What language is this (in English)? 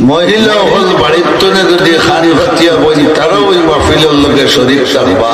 Sylheti